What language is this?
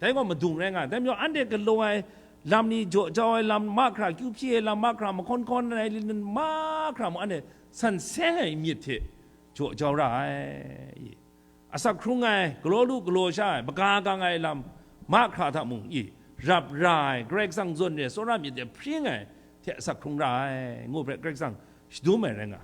Kachin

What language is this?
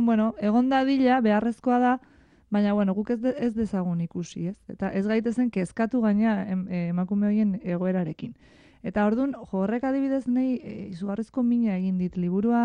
Basque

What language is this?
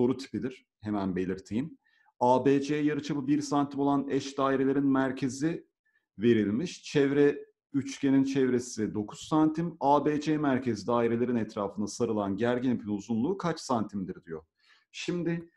Turkish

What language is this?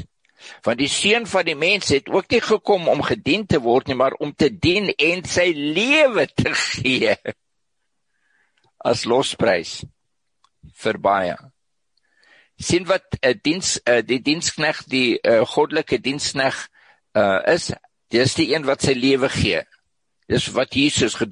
Afrikaans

